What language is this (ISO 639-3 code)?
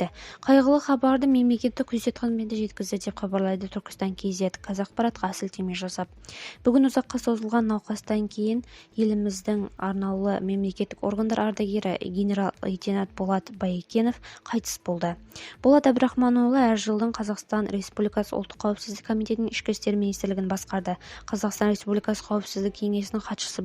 kaz